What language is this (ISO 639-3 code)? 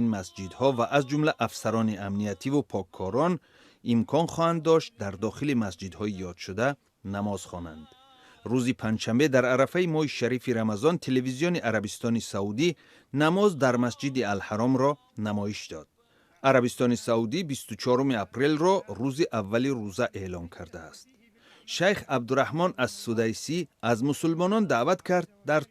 tgk